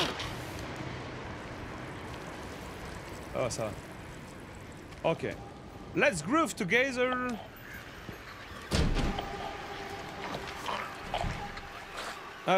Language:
French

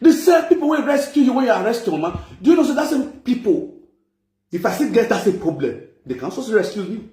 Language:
Nigerian Pidgin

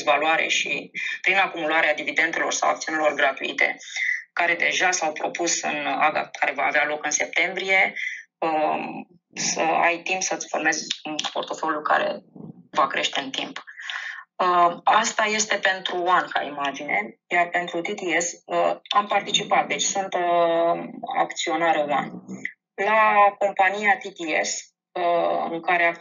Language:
Romanian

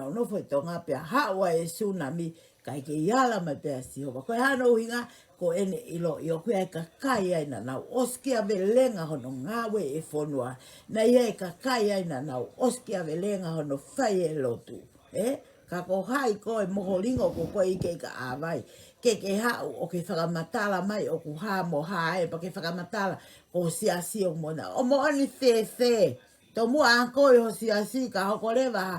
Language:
Tongan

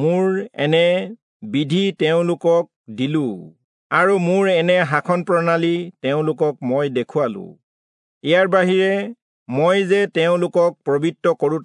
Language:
Assamese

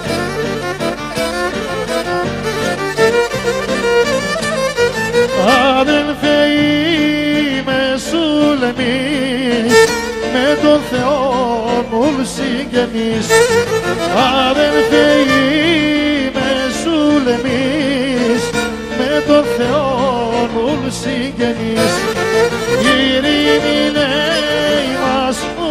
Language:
Pontic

